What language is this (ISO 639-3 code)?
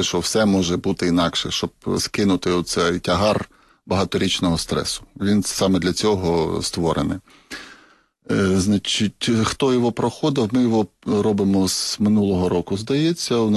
ukr